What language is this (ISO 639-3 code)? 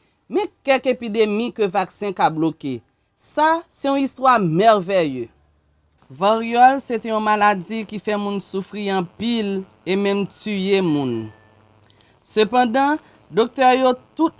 hat